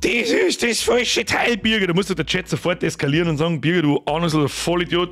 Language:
Bavarian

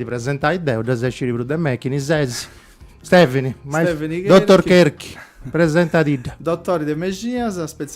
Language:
Sardinian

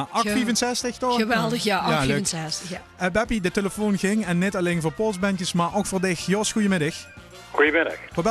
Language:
Limburgish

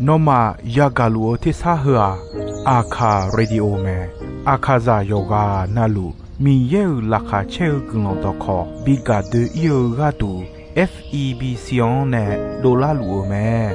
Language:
Akha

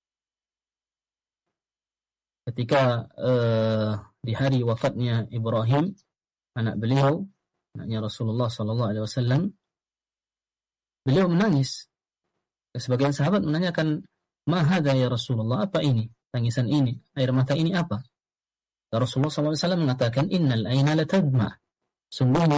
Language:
Indonesian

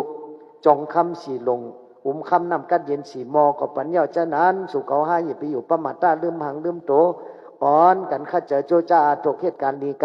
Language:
Shan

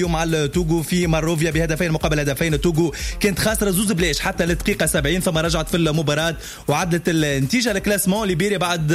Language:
Tunisian Arabic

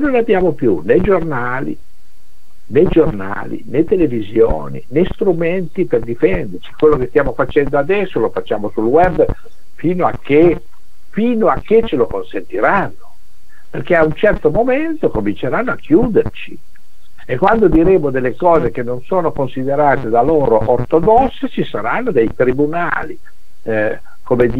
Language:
Italian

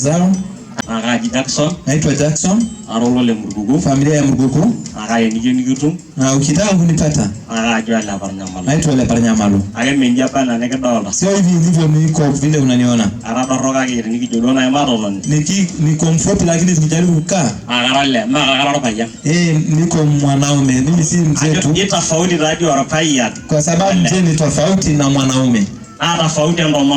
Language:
Masai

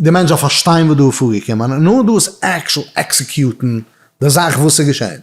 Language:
Yiddish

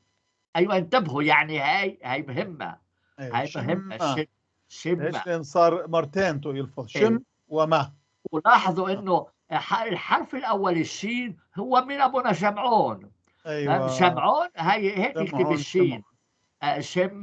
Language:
North Levantine Arabic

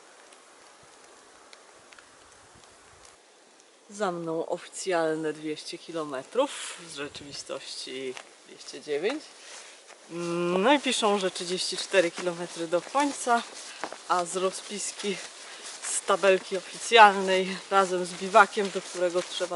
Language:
Polish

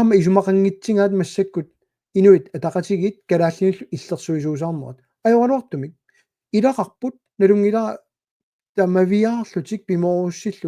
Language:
Kalaallisut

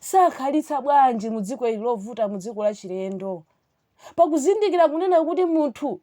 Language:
Nyanja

